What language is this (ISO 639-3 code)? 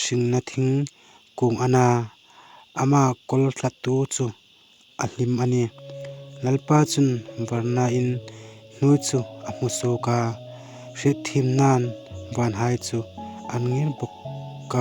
hmr